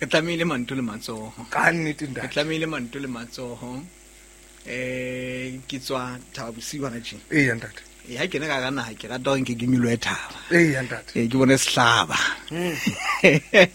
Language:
Southern Sotho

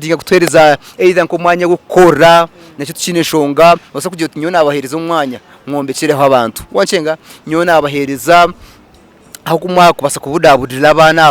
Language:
Nyankole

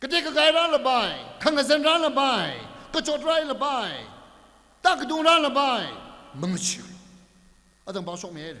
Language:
Tangkhul Naga (India)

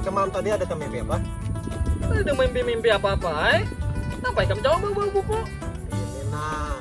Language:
Banjar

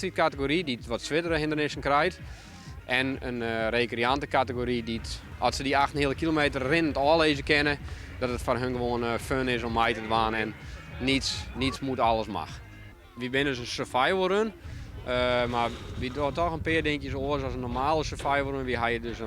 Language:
Western Frisian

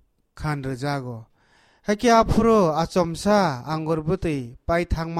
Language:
Kok Borok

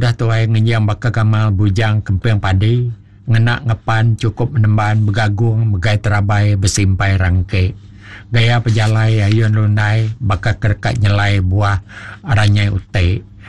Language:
Iban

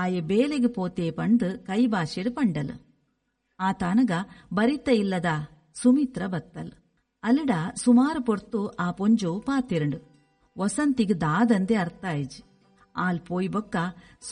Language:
Tulu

